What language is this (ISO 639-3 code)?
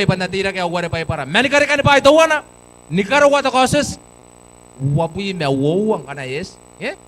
gil